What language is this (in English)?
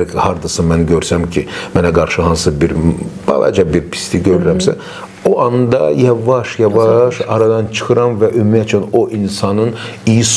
Azerbaijani